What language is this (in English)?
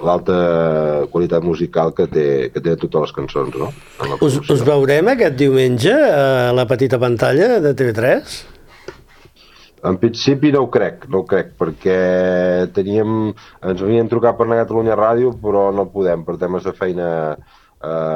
Catalan